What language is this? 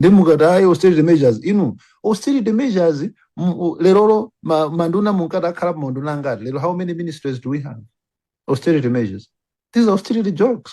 Nyanja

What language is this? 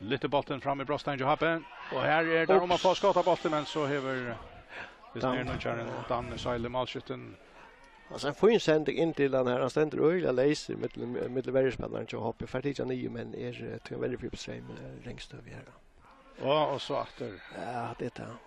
Faroese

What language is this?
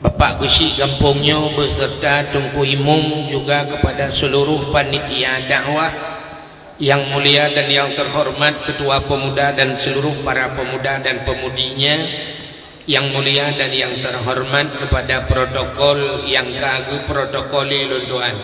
Achinese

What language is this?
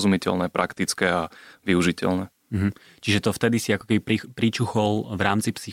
Slovak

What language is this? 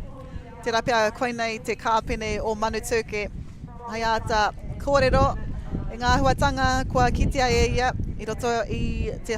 Māori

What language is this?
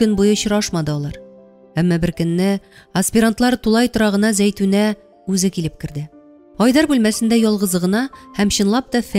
Tatar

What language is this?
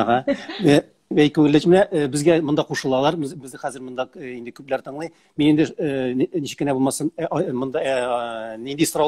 Tatar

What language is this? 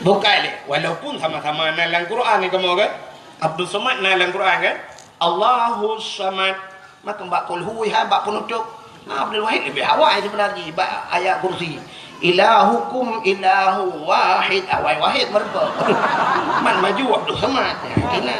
Achinese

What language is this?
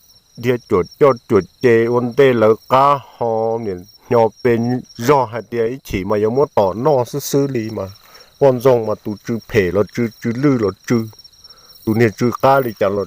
Hmong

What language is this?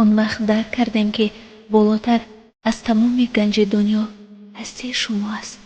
Tajik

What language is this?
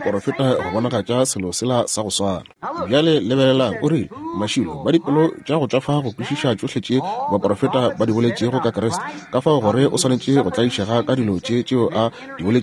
Northern Sotho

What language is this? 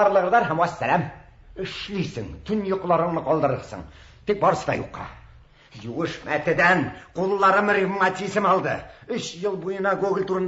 Tatar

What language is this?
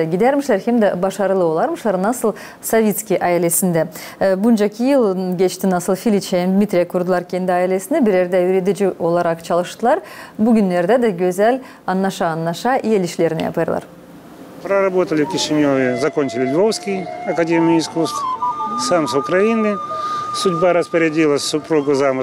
Gagauz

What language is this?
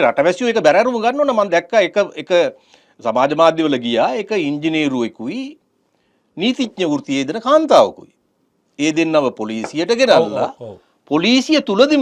Sinhala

